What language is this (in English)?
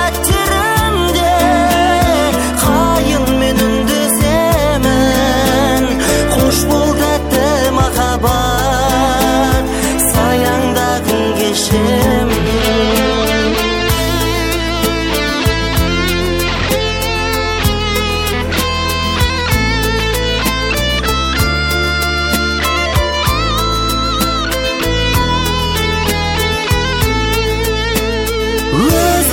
Kazakh